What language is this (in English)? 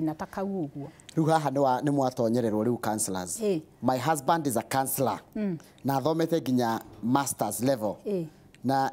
Kikuyu